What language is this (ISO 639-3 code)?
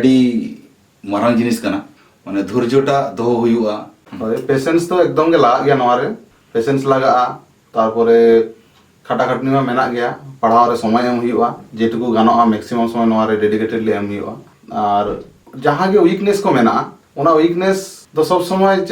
sat